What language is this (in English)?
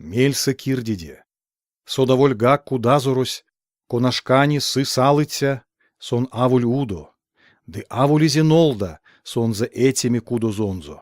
Erzya